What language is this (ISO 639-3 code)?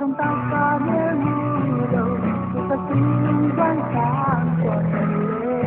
pck